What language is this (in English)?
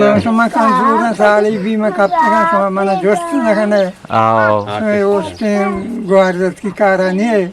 Eastern Balochi